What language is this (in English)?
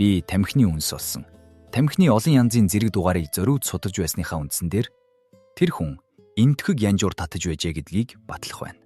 Mongolian